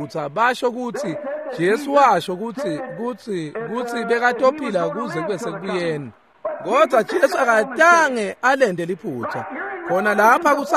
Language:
Swati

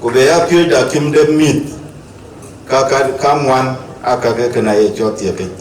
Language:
Dinka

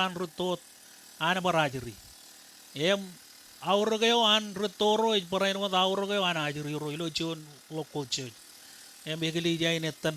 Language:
Marshallese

